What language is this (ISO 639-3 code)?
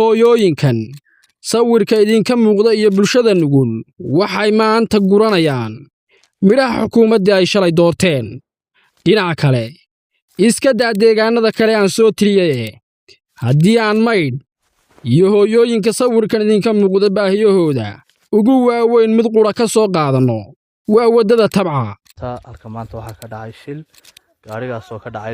som